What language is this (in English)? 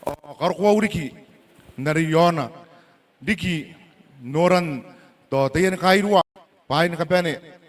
Gilbertese